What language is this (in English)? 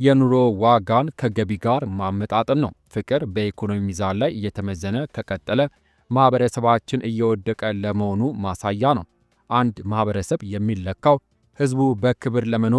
Amharic